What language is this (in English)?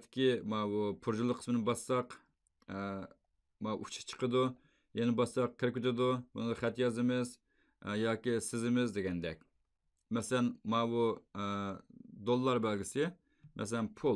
Uyghur